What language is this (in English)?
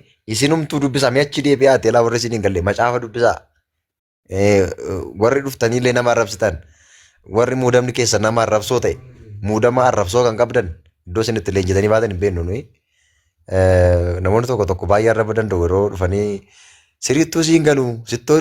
Oromo